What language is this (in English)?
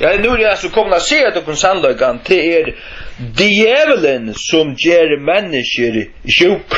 Faroese